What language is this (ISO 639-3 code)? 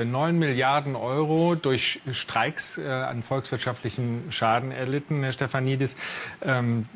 deu